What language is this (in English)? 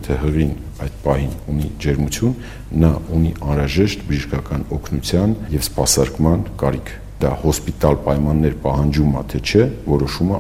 Armenian